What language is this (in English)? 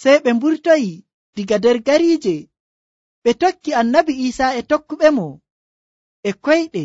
Nigerian Fulfulde